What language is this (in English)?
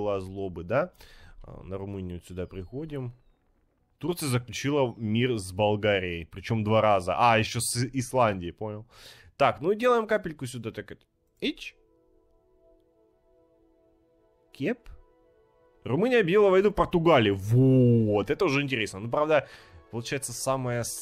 Russian